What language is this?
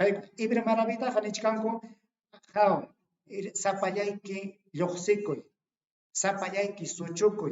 Ayacucho Quechua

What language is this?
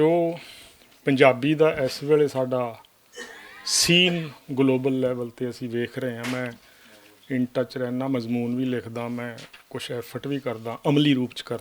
Western Panjabi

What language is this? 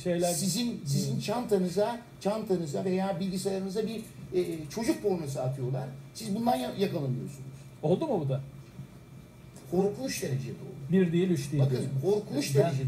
Turkish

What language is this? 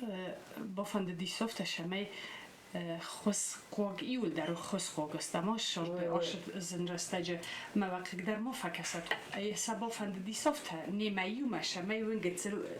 Ossetic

